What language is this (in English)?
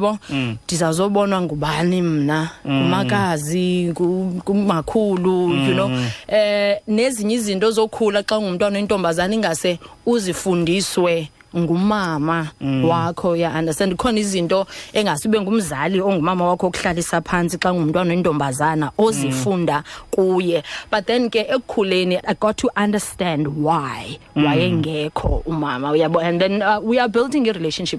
Xhosa